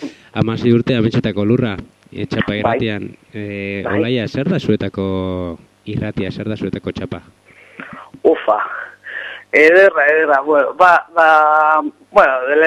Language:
Basque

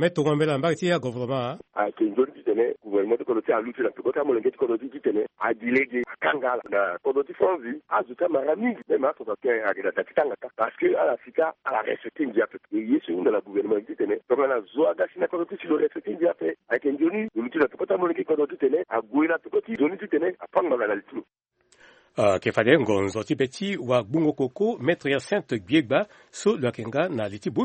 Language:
Sango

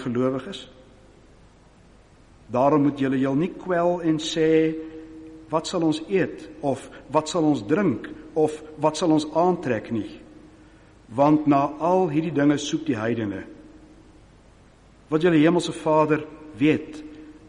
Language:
Afrikaans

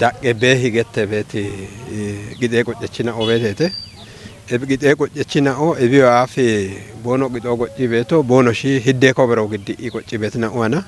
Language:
Kafa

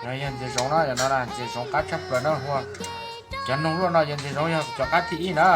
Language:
Hmong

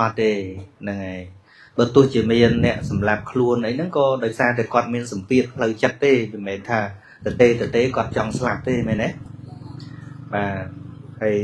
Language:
Khmer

